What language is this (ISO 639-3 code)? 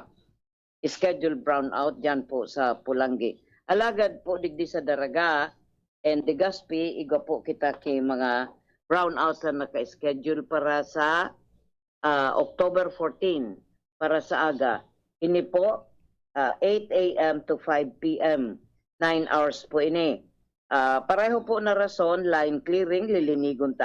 bik